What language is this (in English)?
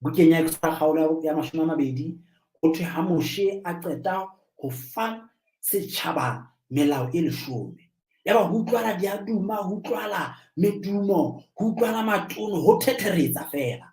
Southern Sotho